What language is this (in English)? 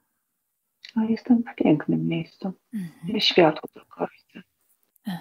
Polish